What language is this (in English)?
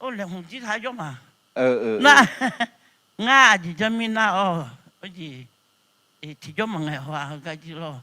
Akha